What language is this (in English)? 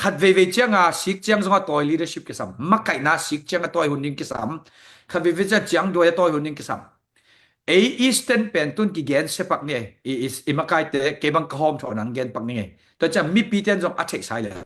Tedim Chin